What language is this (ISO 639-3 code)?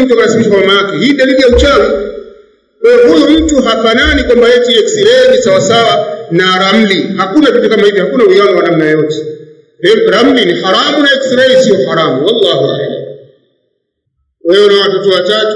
swa